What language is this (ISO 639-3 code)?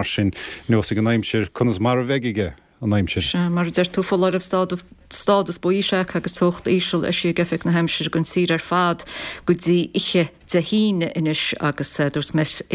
gle